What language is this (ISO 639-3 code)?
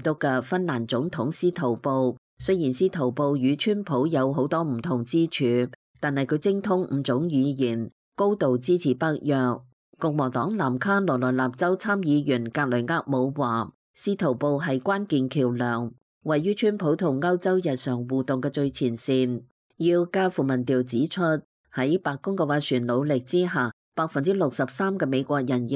yue